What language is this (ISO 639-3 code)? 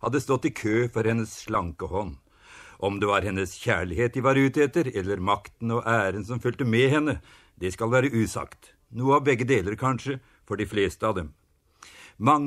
nor